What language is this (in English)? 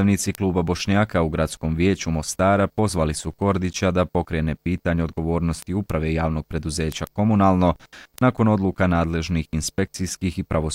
Bosnian